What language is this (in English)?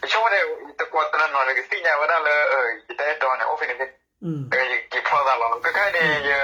S'gaw Karen